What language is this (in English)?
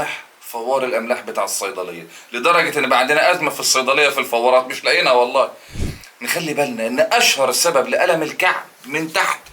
Egyptian Arabic